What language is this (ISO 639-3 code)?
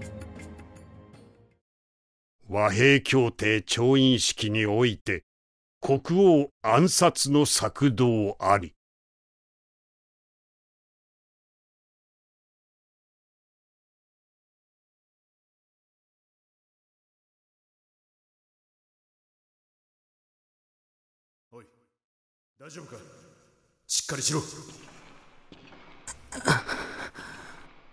jpn